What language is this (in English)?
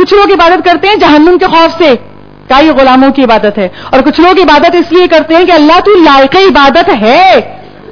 Urdu